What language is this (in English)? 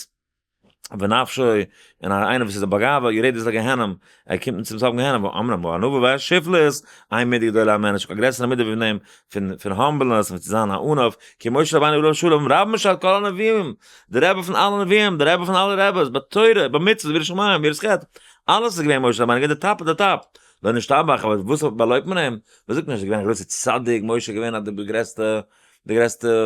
Yiddish